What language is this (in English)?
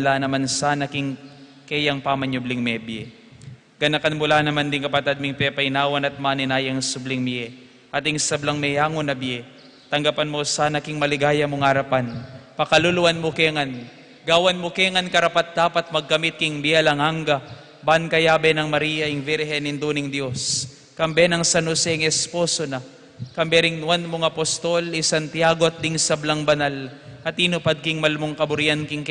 Pampanga